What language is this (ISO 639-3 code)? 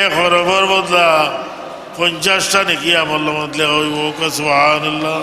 syl